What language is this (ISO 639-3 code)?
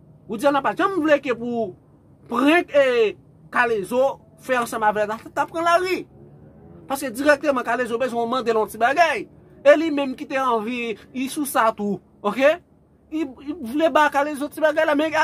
hat